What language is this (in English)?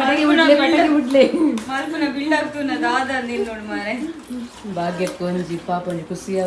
Tulu